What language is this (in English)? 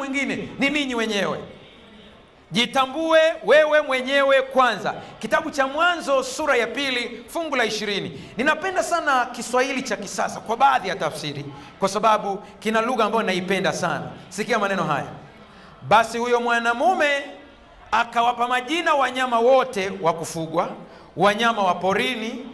Swahili